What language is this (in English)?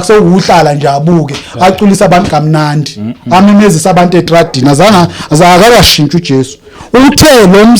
Zulu